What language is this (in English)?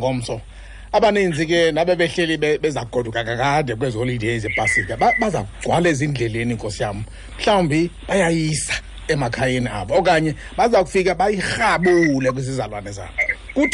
Xhosa